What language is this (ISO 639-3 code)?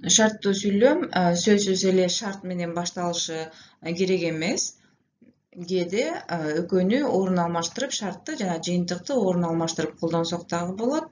kir